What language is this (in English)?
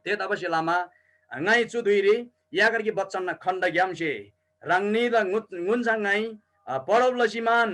Eastern Tamang